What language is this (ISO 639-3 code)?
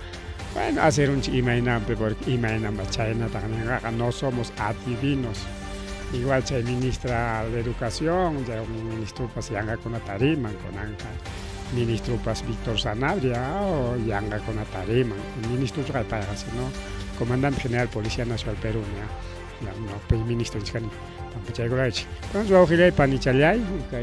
quy